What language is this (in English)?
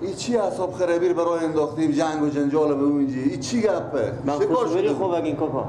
Persian